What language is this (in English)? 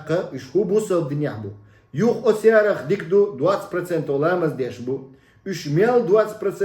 Chechen